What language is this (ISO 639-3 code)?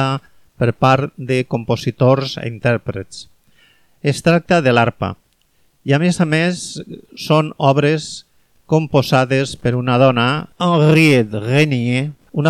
cat